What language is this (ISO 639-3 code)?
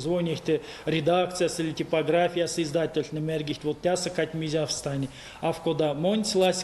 myv